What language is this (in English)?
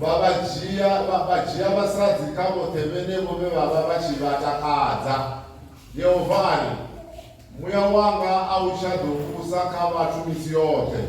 Venda